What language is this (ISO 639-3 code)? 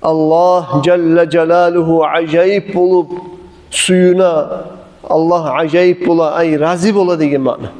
kum